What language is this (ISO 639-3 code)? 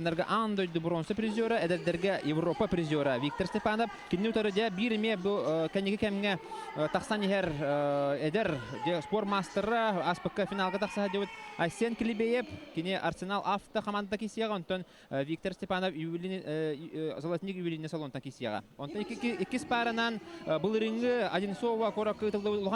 sah